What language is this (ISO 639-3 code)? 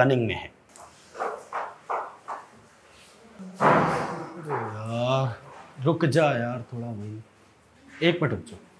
hin